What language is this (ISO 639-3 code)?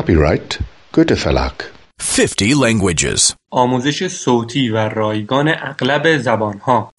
nld